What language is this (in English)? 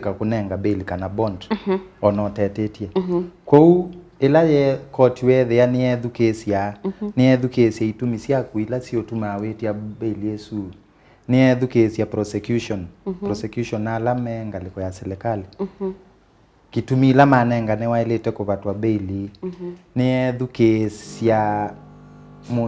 Kamba